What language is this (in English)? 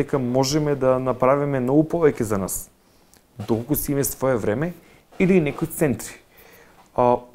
Macedonian